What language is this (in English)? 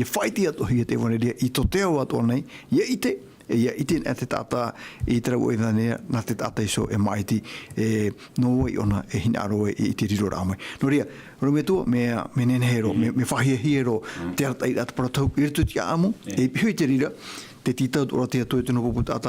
Tahitian